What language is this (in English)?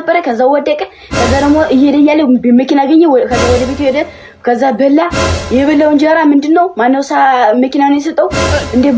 Amharic